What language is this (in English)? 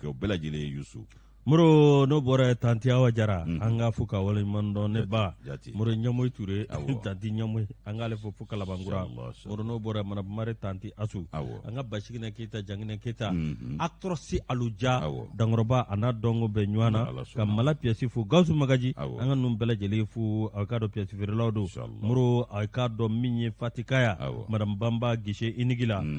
Bambara